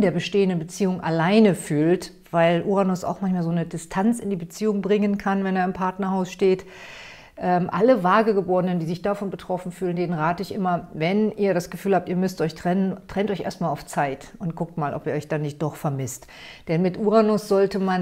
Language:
German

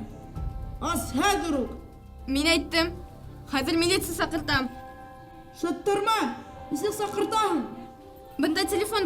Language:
Bashkir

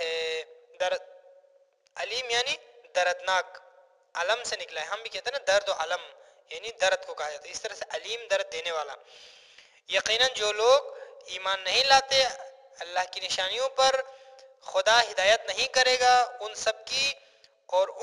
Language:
Urdu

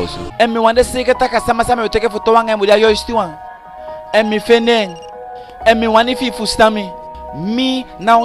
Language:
Eastern Maroon Creole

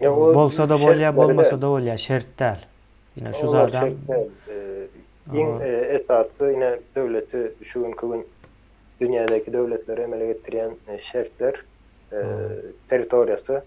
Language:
Turkmen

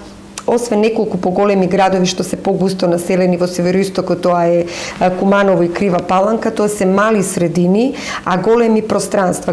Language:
Macedonian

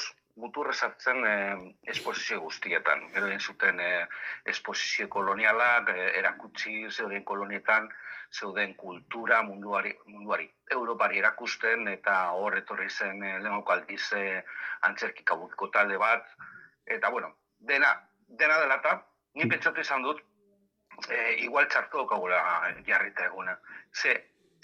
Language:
Basque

